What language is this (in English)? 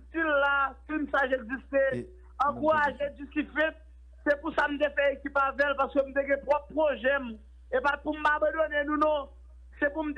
Haitian Creole